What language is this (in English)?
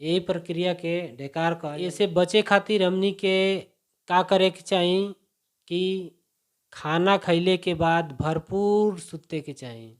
Bhojpuri